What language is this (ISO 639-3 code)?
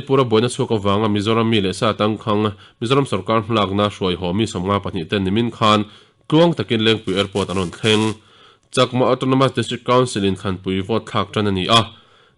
lus